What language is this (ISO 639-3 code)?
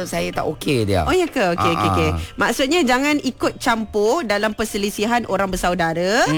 msa